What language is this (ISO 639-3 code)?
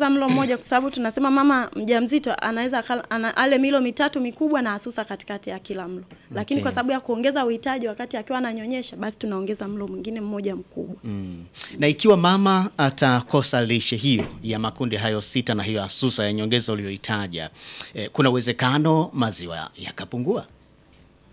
swa